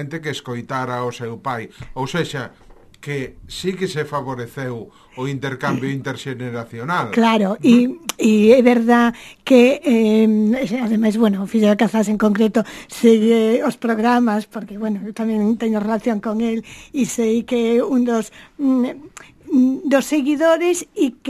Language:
Galician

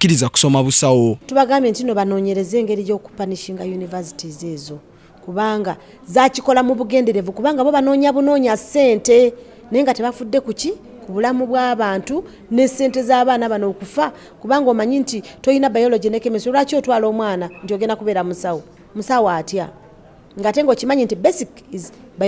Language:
Ganda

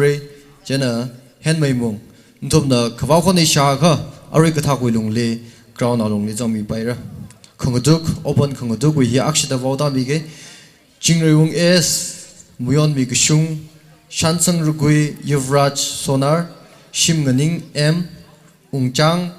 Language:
Tangkhul Naga (India)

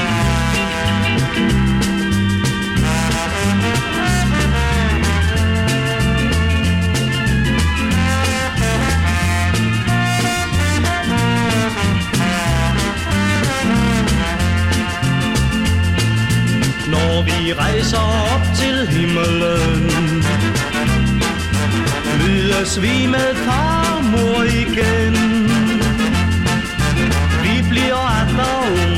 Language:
Danish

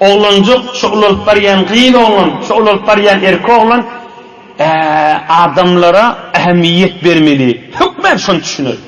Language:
Turkmen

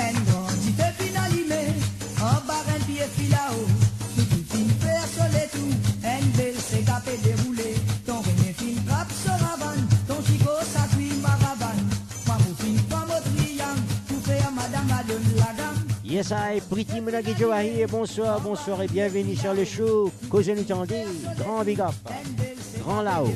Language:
Morisyen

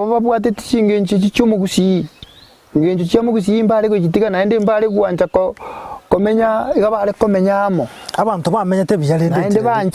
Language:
Gusii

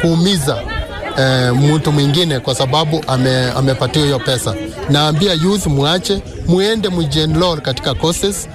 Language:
Kamba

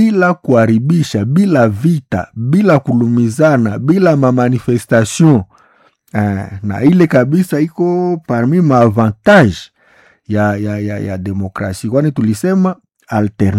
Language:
Swahili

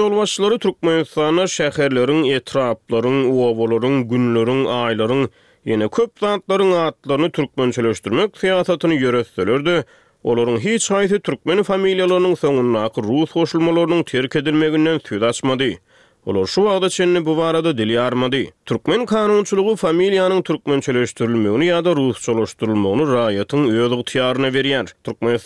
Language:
Turkmen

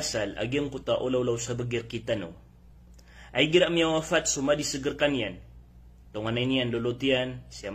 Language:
Maranao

